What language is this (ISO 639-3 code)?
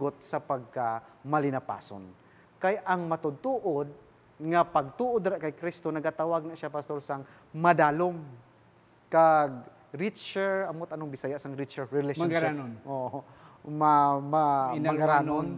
hil